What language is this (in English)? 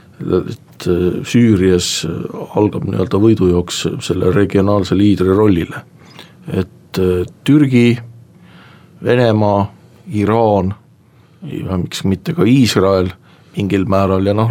Estonian